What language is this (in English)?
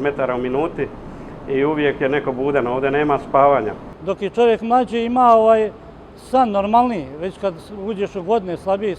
Bosnian